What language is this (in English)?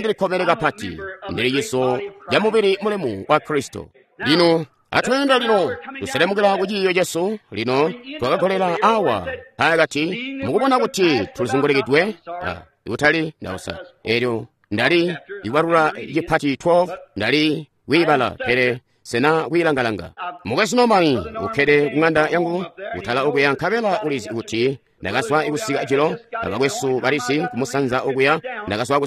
Tonga (Zambia)